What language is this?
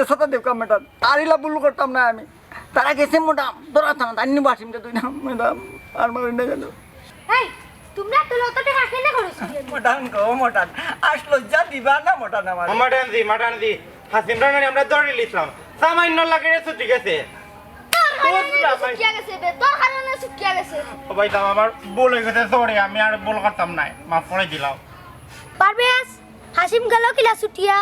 Sylheti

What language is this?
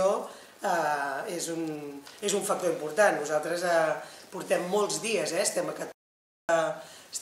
Catalan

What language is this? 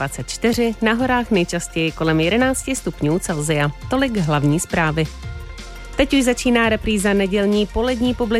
Czech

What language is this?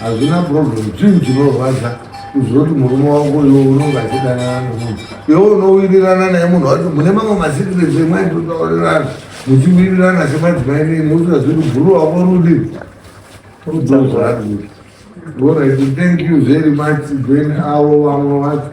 Shona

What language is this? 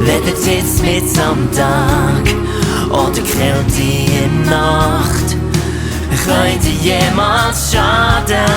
Swiss German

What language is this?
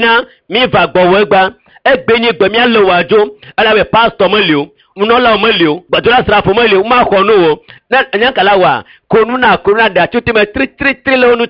Ewe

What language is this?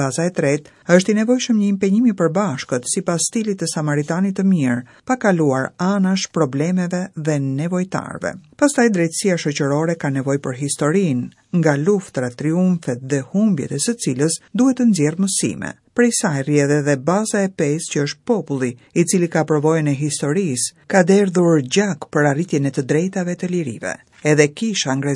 Albanian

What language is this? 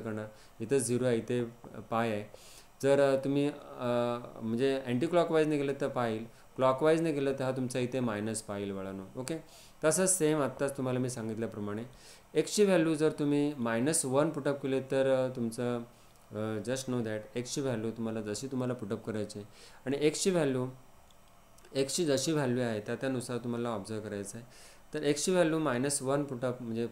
Marathi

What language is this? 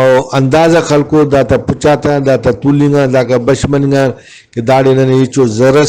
Brahui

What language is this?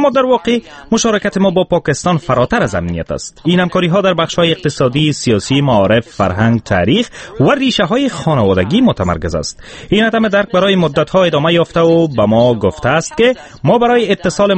Persian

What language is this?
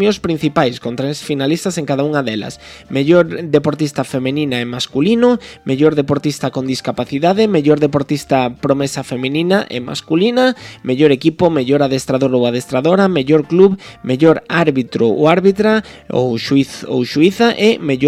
Galician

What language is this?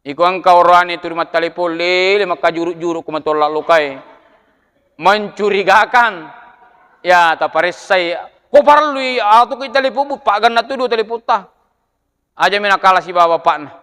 Buginese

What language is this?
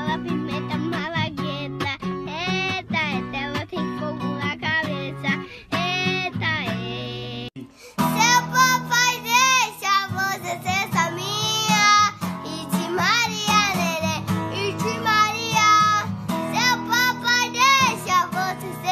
Portuguese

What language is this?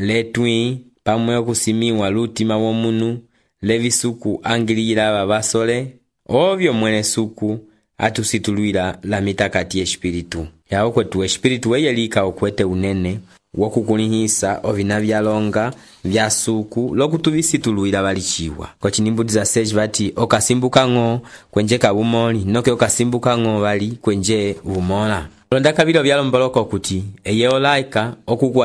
Umbundu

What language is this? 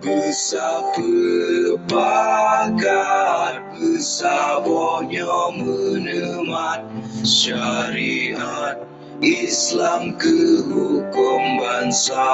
Achinese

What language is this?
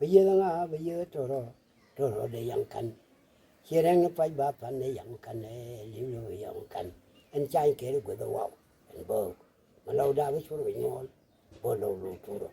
Nuer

